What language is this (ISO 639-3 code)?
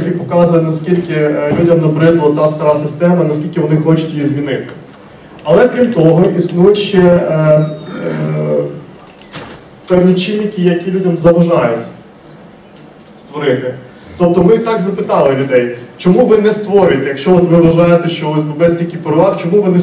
ukr